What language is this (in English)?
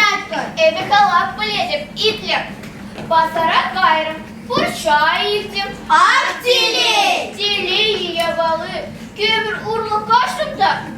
Chuvash